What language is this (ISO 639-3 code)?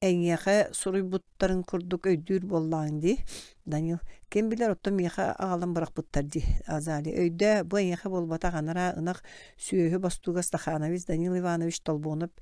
sah